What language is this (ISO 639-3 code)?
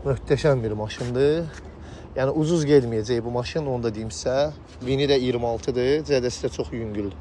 aze